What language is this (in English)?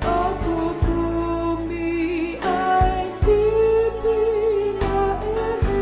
Tongan